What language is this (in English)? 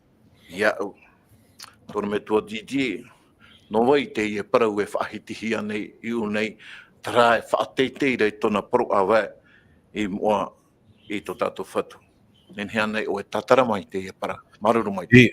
Tahitian